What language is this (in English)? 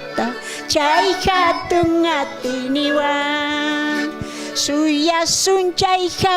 South Bolivian Quechua